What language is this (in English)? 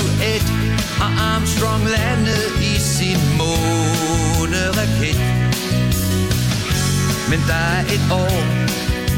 Danish